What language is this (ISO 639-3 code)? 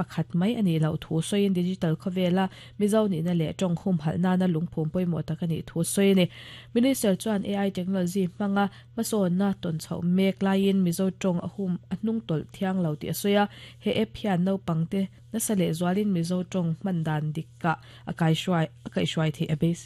lus